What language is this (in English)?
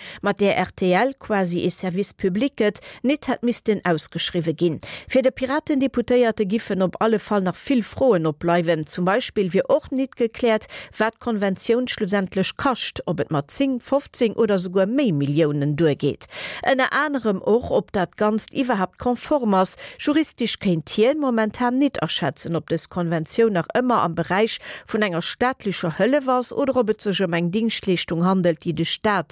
Luxembourgish